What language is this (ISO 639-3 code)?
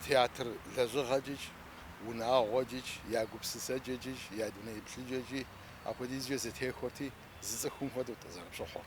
kbd